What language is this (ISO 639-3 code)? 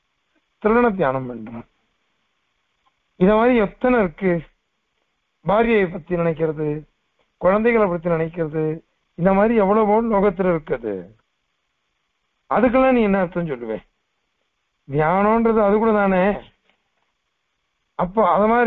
tam